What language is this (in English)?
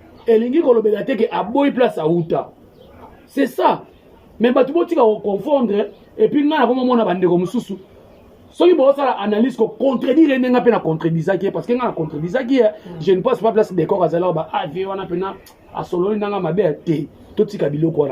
Lingala